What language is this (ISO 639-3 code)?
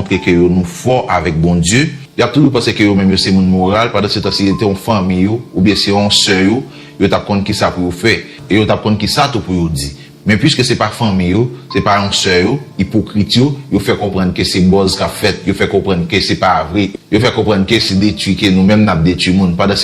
hat